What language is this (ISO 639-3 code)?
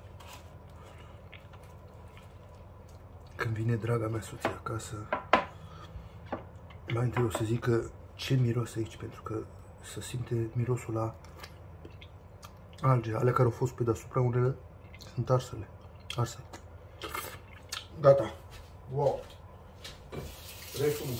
ron